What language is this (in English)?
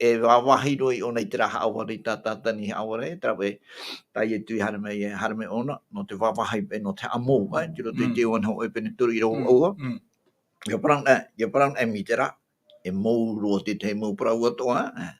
Tahitian